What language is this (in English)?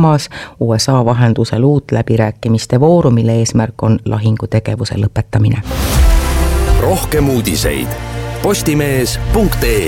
Estonian